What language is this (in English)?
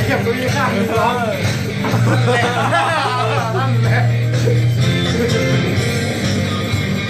Thai